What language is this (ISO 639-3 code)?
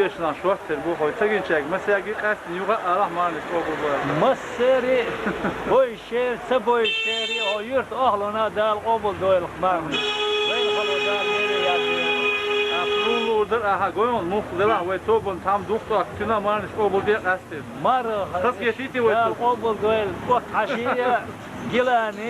che